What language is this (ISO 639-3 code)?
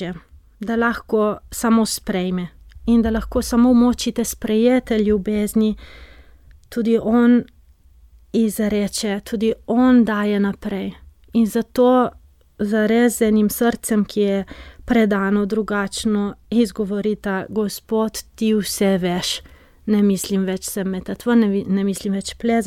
slv